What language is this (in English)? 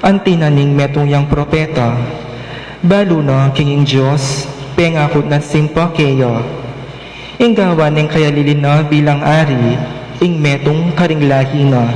Pampanga